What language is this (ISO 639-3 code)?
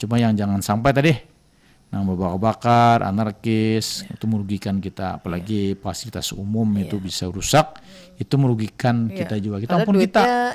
bjn